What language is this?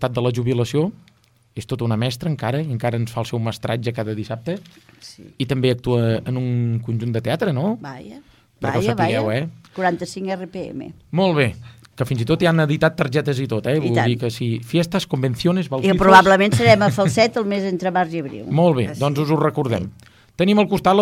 Catalan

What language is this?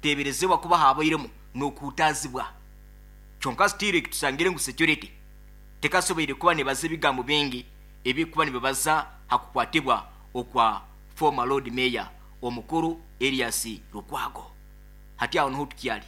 Nyankole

